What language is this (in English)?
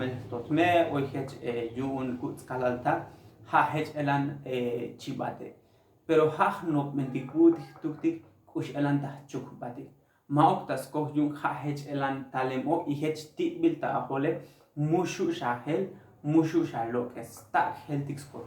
Tzotzil